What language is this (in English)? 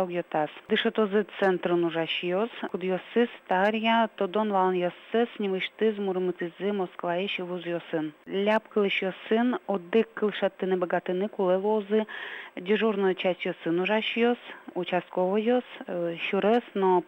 Udmurt